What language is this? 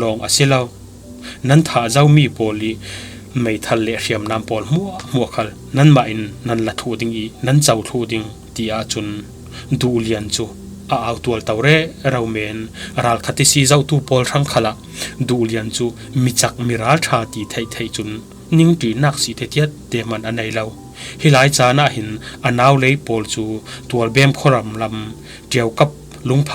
Falam Chin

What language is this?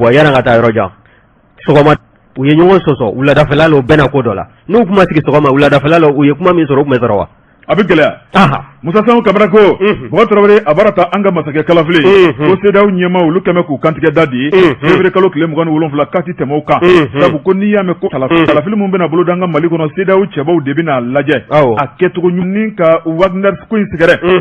Bambara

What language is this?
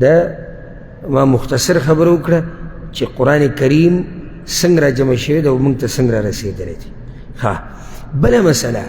Pashto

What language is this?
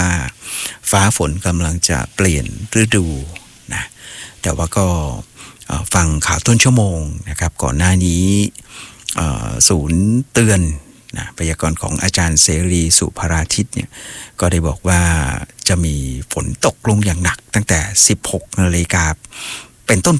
Thai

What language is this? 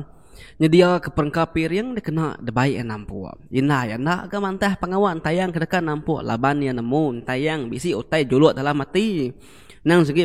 Iban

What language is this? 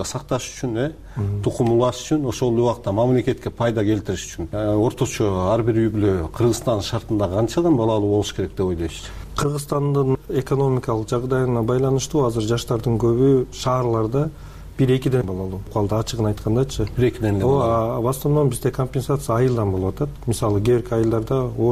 Kyrgyz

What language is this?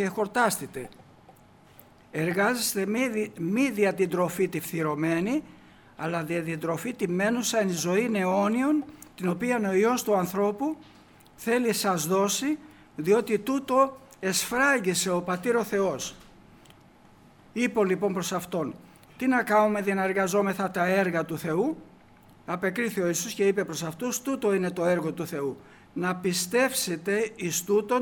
Greek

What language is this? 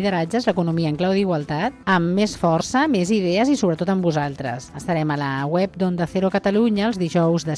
Catalan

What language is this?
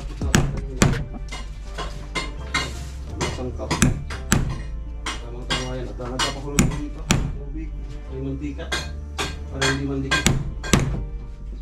Filipino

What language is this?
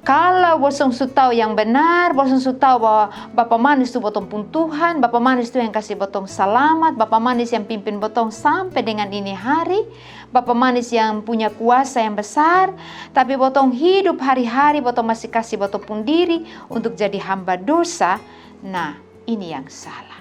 Kupang Malay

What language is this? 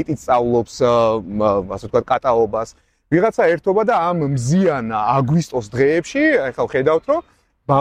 Georgian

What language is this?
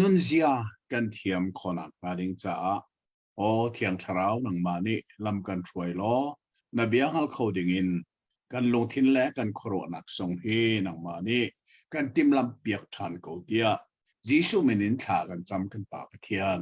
Hakha Chin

